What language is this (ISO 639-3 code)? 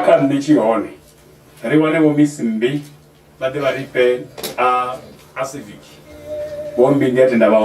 ven